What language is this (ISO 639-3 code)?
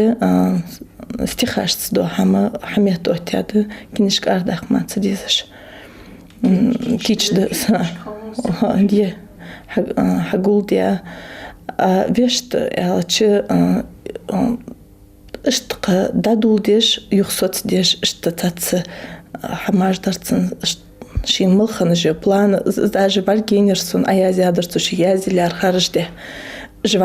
inh